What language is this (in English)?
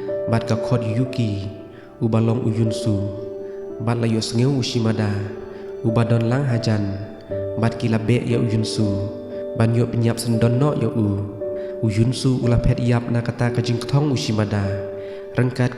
Khasi